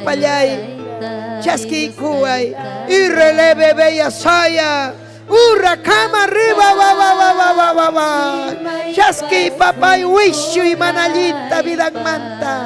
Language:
Ayacucho Quechua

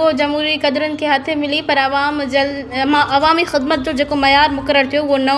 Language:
Sindhi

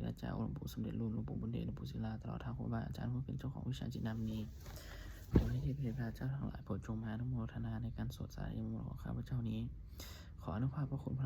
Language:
Pali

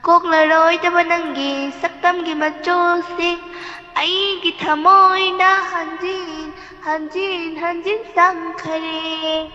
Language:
Manipuri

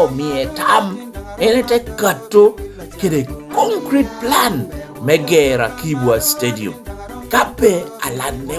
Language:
Lango (Uganda)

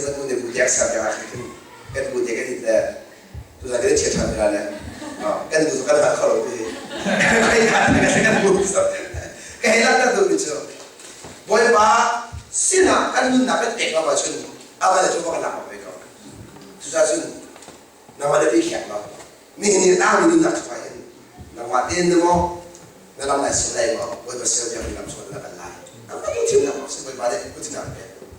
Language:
Hakha Chin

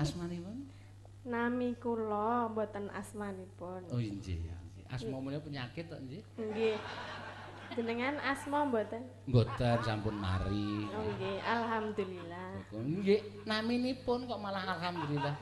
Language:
Javanese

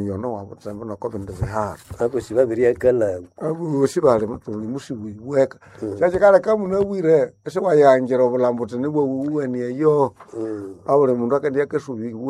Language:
Nande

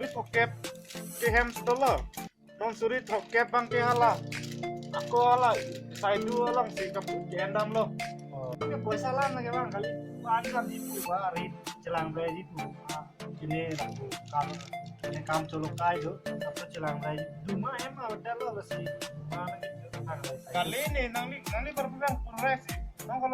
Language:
Karbi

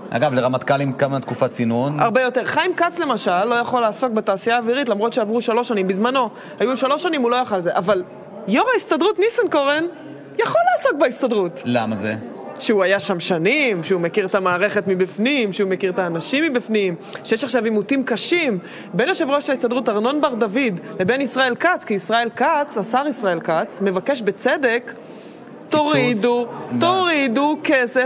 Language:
Hebrew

